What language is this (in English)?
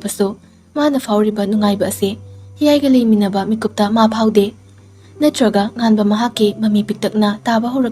Manipuri